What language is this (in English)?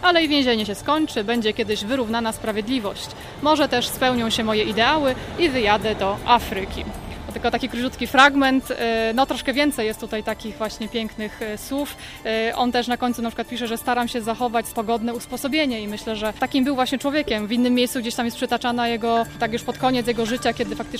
Polish